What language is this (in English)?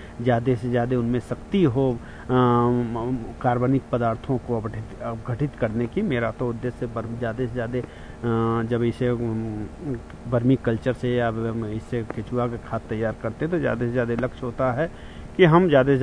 Hindi